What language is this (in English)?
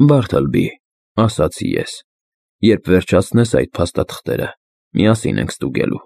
Armenian